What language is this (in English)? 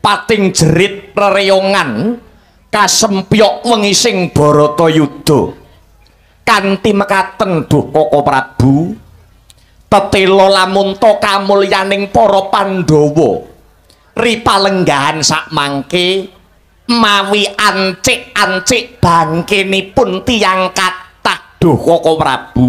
Javanese